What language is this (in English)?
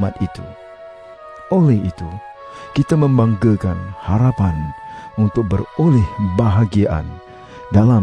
Malay